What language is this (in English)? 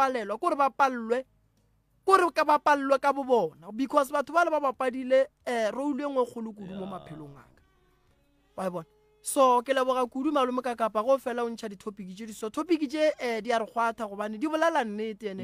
Northern Sotho